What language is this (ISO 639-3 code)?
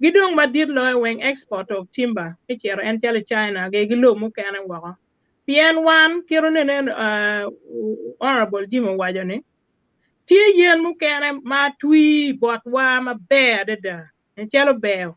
ach